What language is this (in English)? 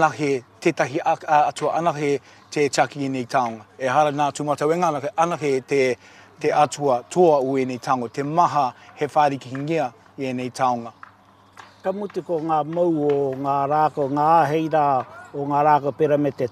Māori